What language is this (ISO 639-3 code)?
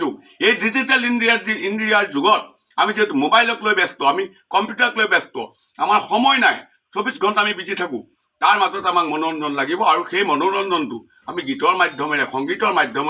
asm